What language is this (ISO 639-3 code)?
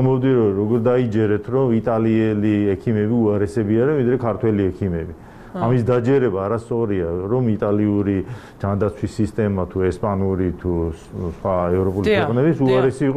kat